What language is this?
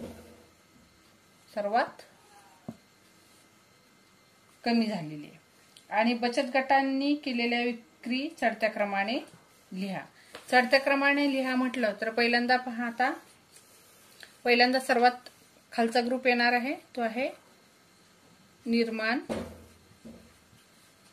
Marathi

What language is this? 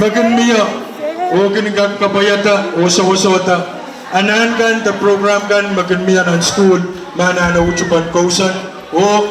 Pohnpeian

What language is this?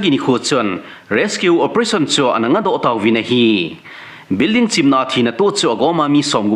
Thado Chin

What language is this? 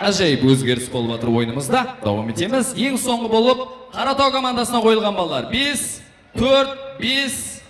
Kara-Kalpak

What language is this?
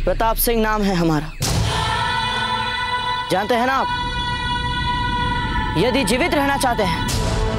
Hindi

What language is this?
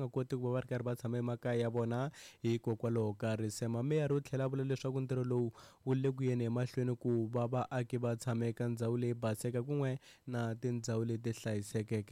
Tsonga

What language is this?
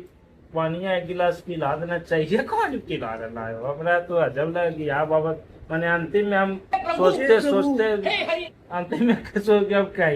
Magahi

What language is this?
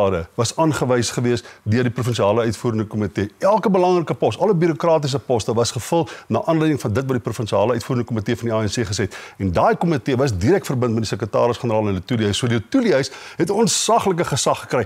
Afrikaans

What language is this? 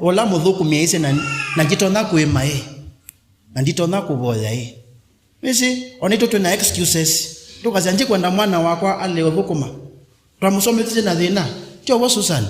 Kamba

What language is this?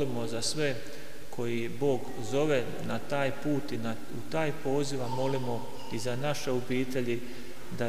Croatian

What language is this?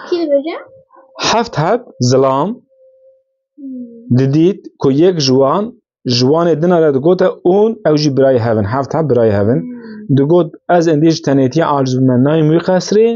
Kurdish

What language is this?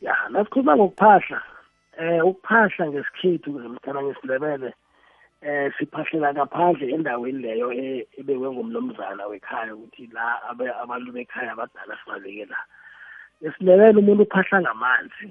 South Ndebele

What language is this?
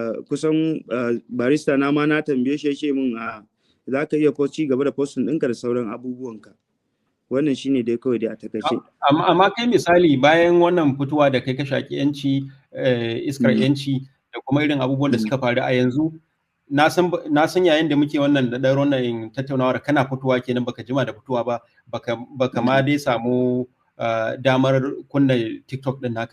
Hausa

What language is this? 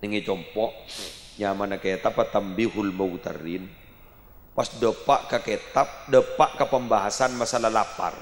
Madurese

